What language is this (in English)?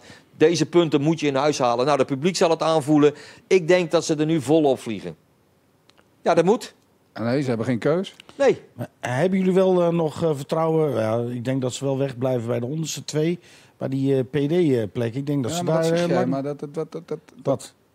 Dutch